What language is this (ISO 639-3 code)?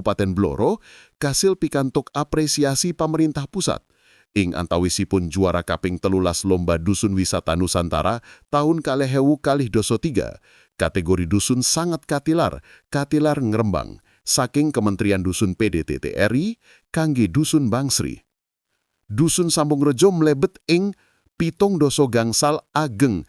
jav